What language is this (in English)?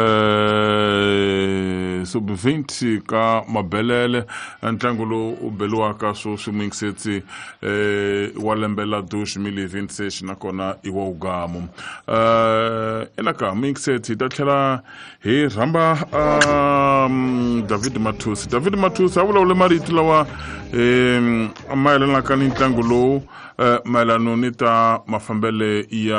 Tsonga